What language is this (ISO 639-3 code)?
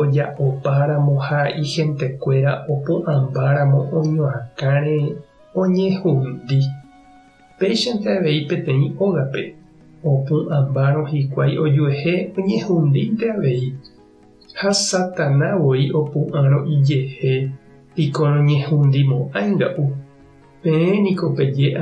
grn